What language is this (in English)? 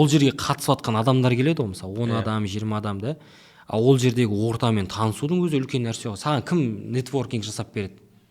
Kazakh